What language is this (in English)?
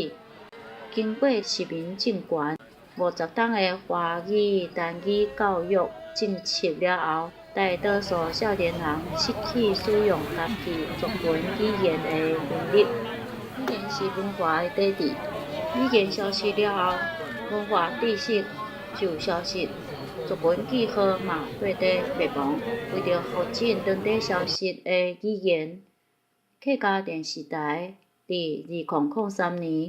Min Nan Chinese